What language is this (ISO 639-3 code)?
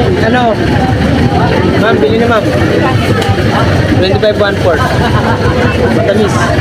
fil